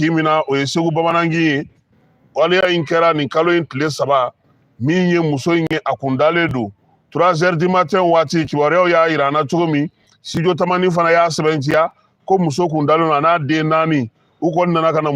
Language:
Bambara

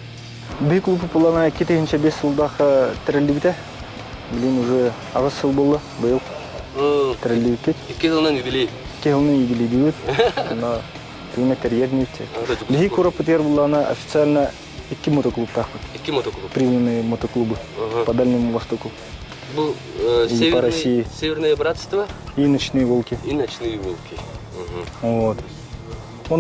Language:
Yakut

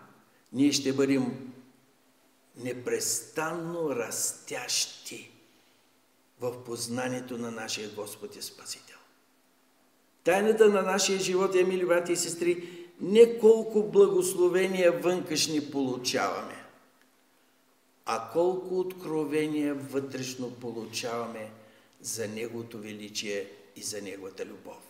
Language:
Bulgarian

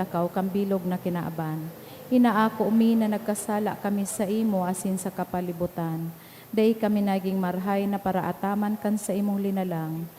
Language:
Bikol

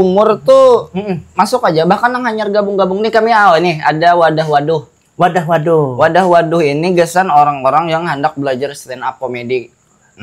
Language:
Banjar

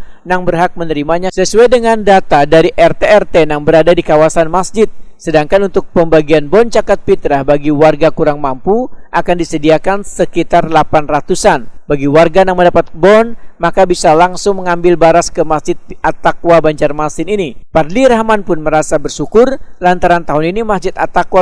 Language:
Banjar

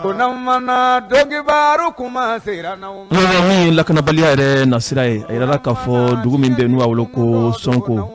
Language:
Bambara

